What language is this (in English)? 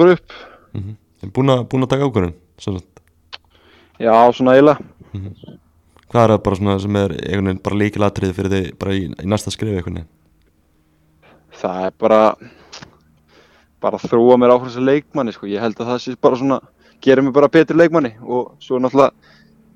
Icelandic